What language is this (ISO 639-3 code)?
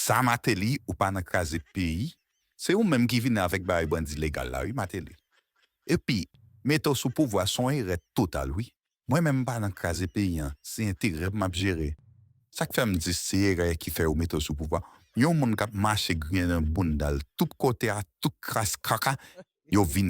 hat